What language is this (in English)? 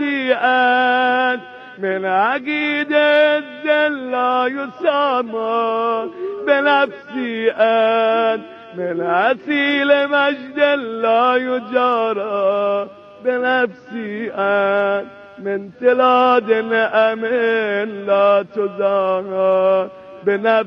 Persian